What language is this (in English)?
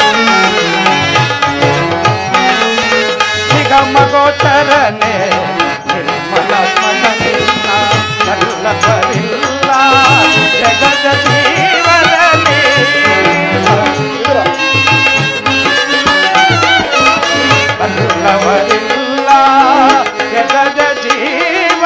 Kannada